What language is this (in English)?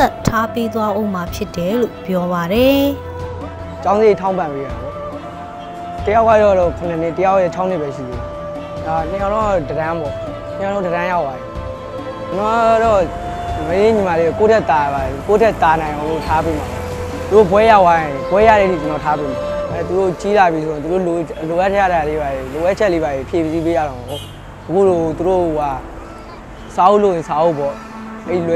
Burmese